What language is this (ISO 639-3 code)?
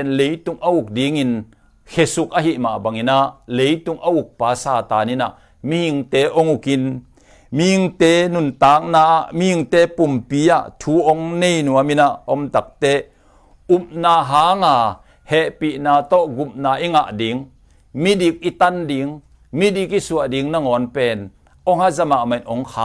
ctd